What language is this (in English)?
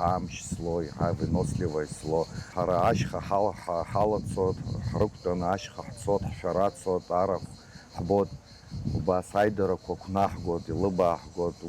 Abkhazian